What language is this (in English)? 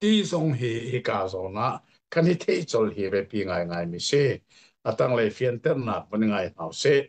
Hakha Chin